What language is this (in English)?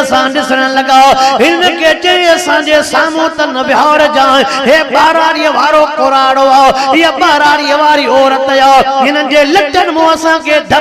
Sindhi